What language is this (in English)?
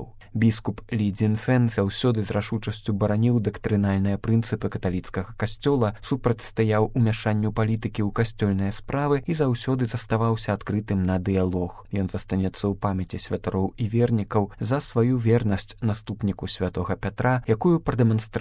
Belarusian